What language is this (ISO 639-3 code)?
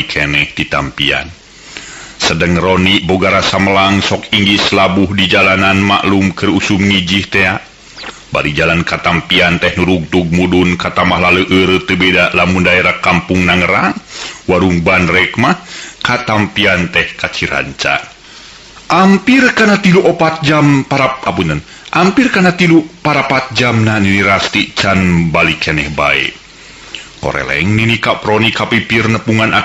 sun